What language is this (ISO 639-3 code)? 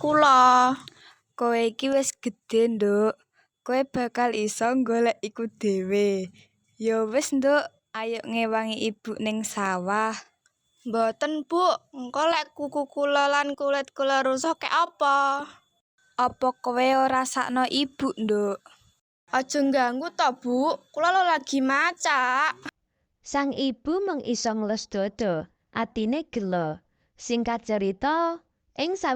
jav